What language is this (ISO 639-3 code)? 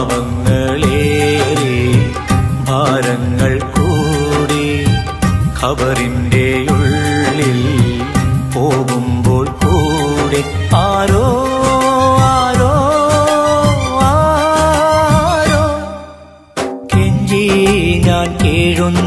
mal